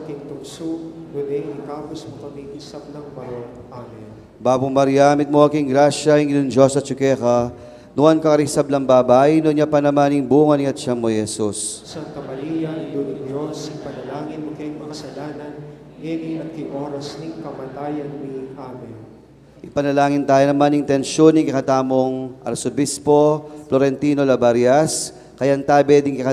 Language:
Pampanga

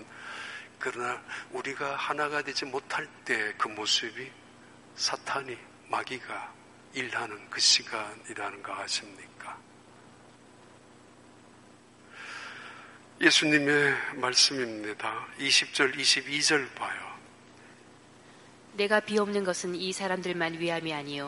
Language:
Korean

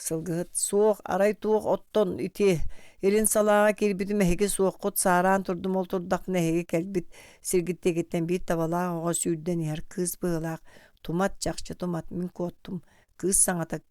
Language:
Yakut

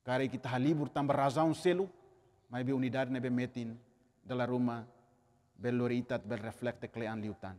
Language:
Tetum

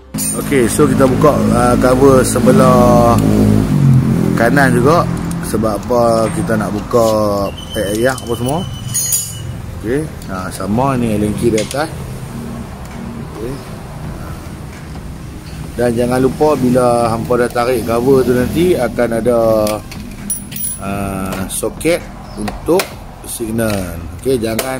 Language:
Malay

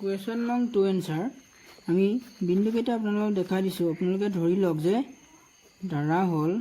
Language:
Assamese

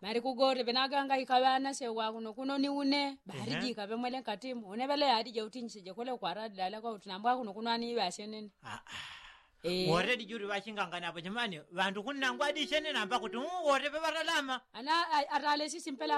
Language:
Yao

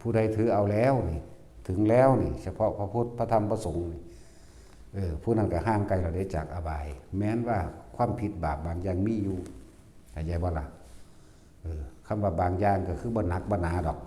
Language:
Northeastern Thai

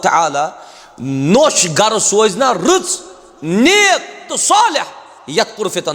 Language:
Kashmiri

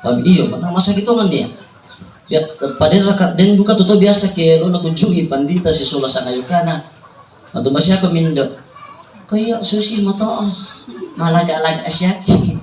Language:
Toraja-Sa'dan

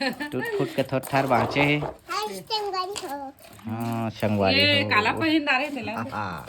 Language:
Chhattisgarhi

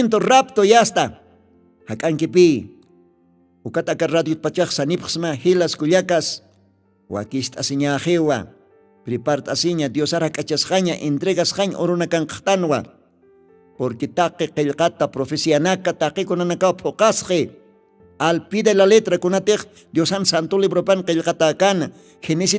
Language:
Aymara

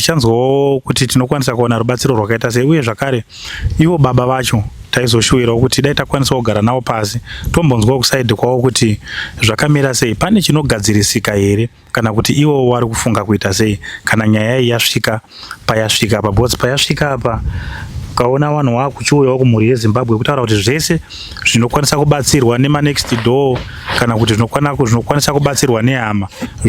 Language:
Shona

